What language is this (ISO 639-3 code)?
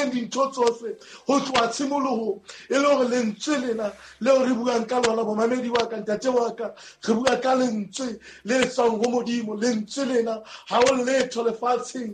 sot